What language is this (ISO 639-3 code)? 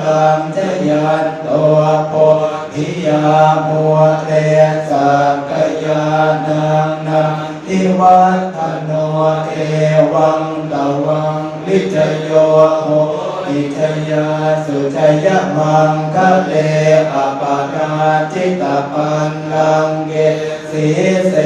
pli